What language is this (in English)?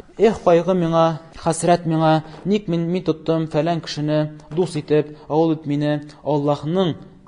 Tatar